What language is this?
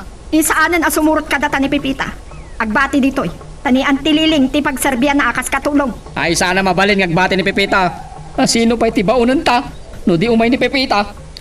Iloko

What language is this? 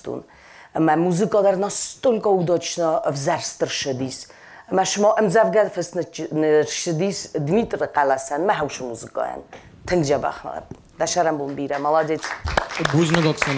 Ossetic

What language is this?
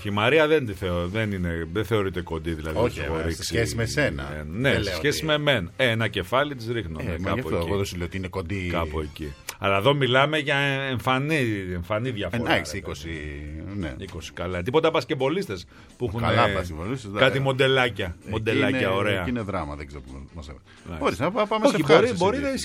Greek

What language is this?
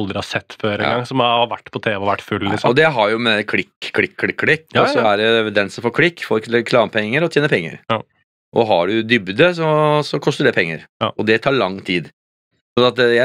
Norwegian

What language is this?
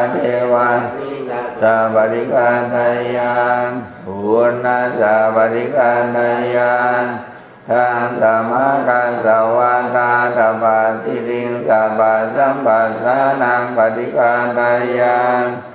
Pali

